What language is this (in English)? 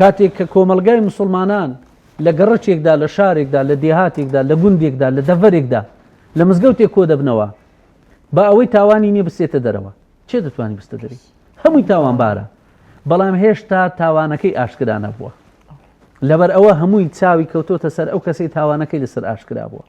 Central Kurdish